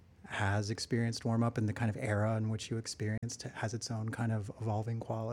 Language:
English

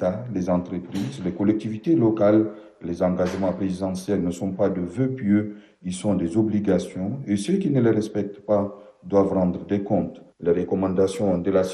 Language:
French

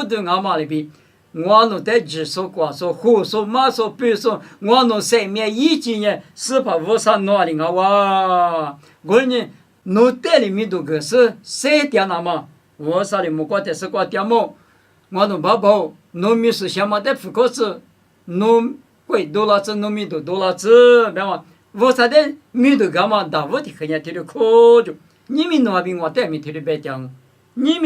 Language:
Lisu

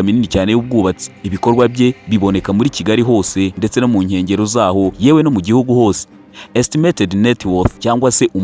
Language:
Kinyarwanda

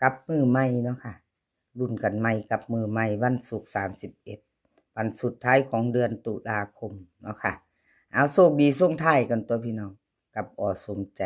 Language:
Northeastern Thai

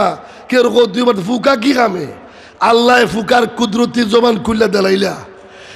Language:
Sylheti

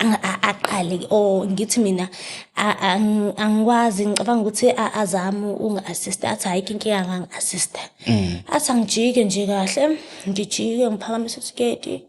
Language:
Zulu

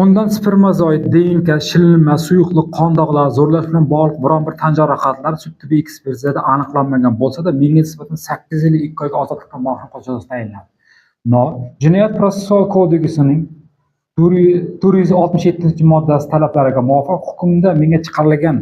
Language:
Uzbek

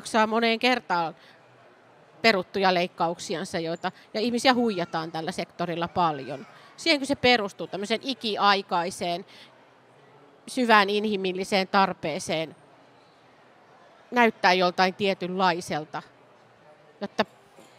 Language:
Finnish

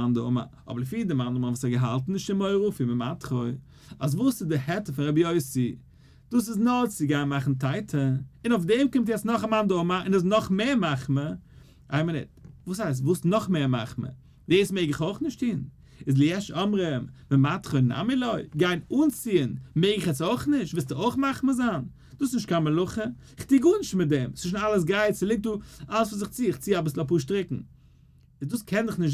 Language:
Yiddish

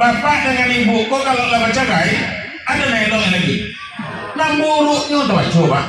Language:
Minangkabau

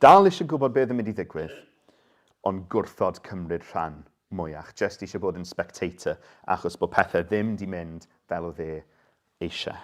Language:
Welsh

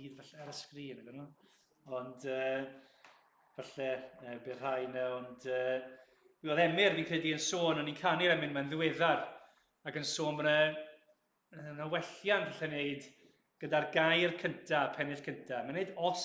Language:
Welsh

